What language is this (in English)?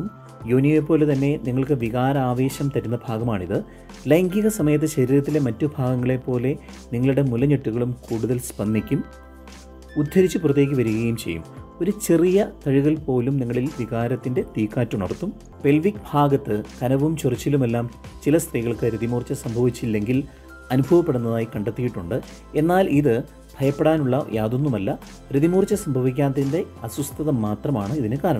Malayalam